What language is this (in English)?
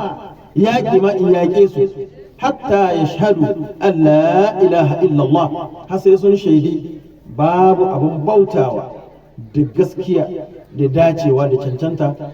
Hausa